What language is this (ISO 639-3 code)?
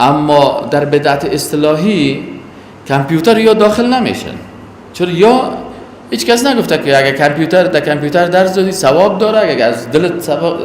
fas